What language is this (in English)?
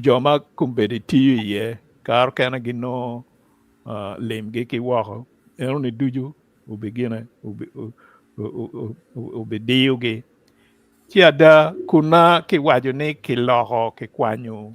Acoli